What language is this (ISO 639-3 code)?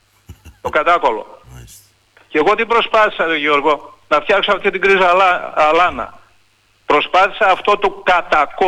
ell